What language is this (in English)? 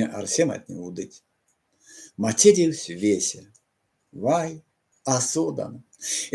Erzya